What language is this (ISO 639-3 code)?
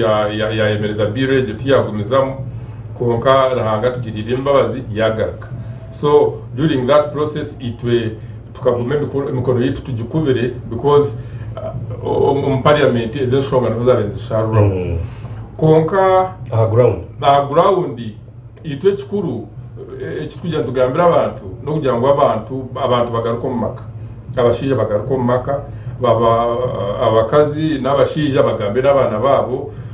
nyn